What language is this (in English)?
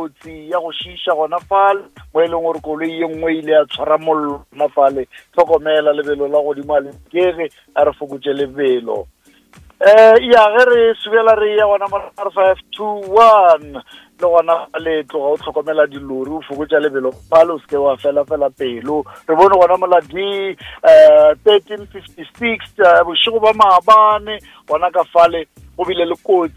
Northern Sotho